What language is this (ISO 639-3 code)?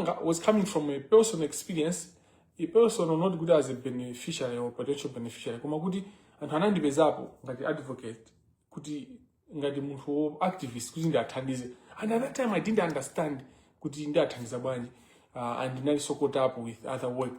nya